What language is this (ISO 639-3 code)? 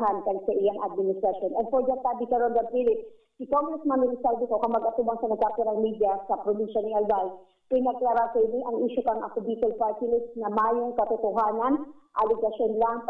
bik